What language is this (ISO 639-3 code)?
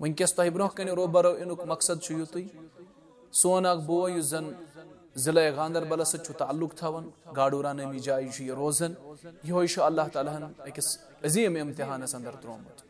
kas